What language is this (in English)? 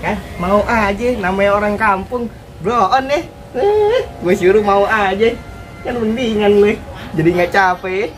Betawi